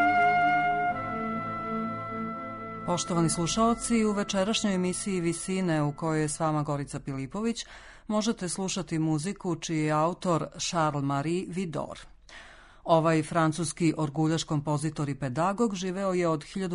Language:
Serbian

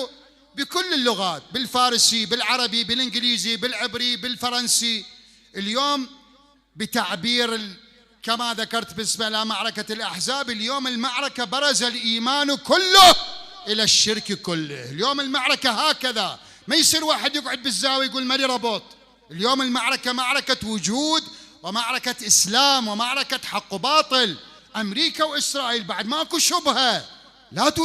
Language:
Mesopotamian Arabic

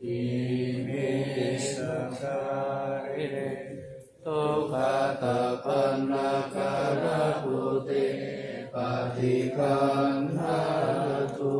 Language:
Pali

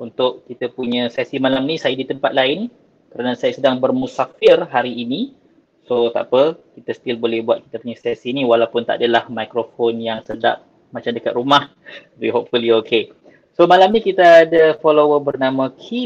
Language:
Malay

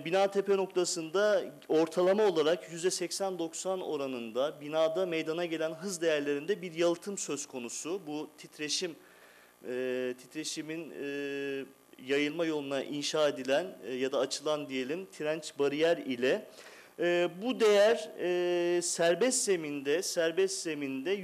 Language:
Turkish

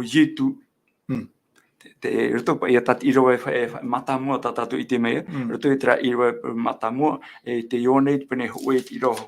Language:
Tahitian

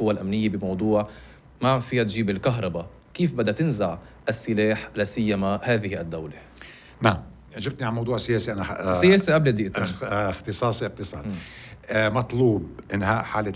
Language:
North Levantine Arabic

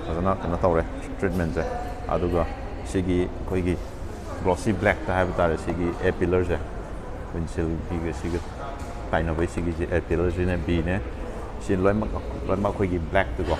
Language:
Manipuri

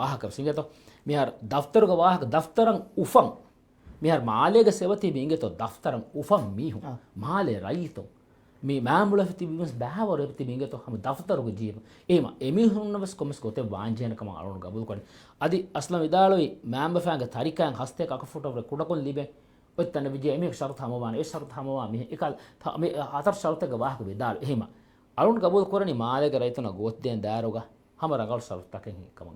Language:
Divehi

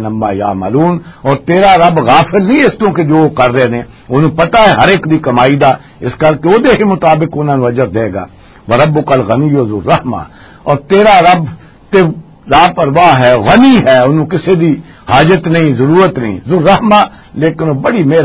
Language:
Western Panjabi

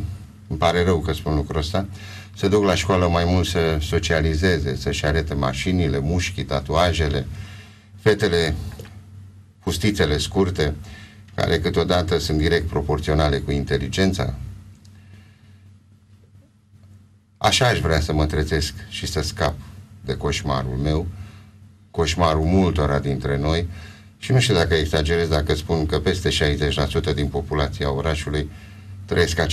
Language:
Romanian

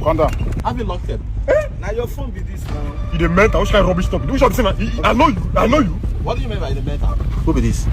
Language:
Nigerian Pidgin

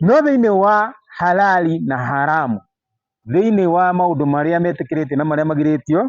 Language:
Kikuyu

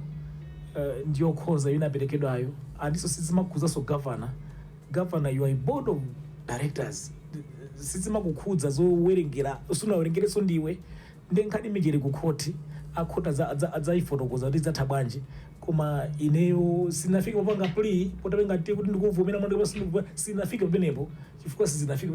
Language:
Nyanja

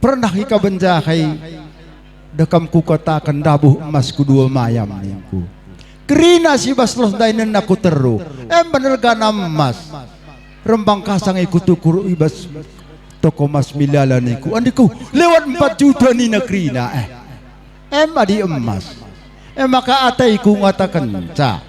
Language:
Batak Karo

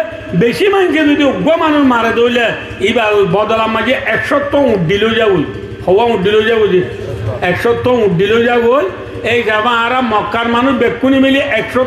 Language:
Rohingya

